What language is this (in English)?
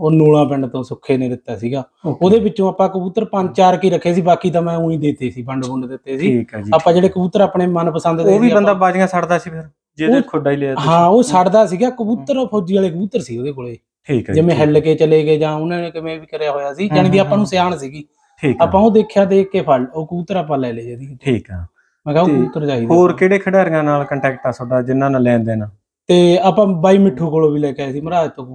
Punjabi